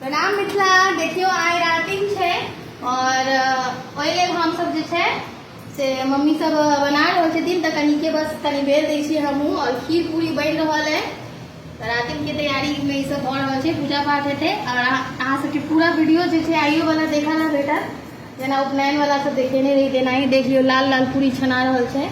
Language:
Maithili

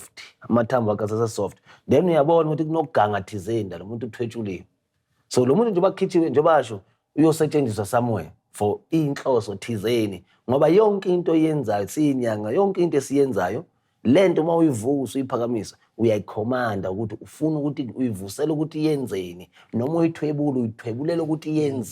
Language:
Zulu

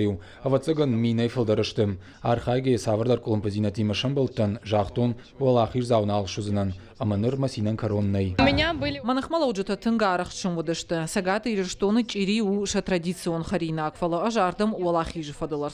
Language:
Ossetic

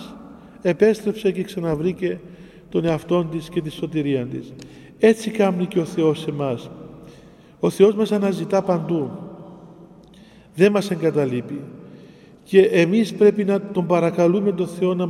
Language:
Greek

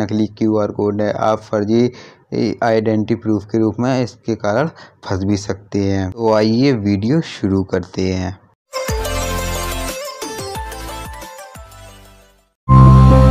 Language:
Hindi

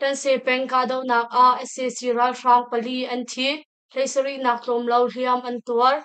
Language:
Hakha Chin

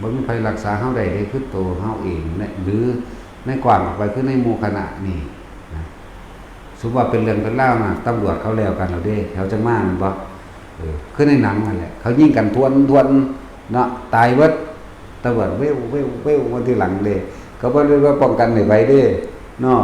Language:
Northeastern Thai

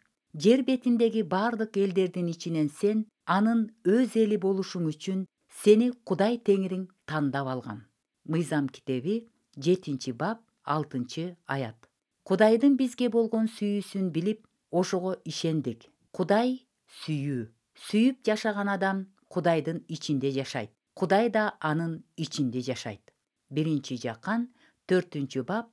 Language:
Kyrgyz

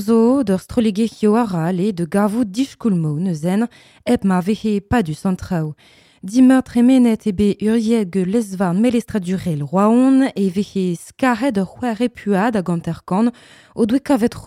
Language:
Breton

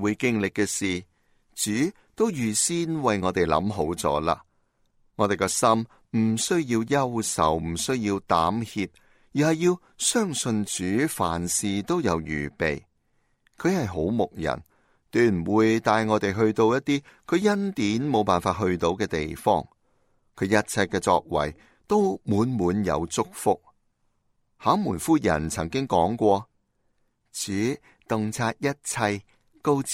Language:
Cantonese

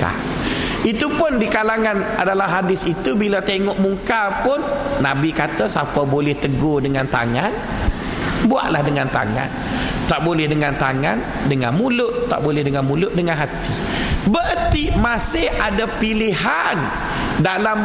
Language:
Malay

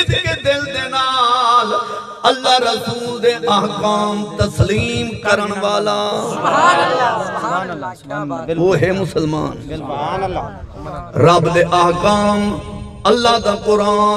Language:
Saraiki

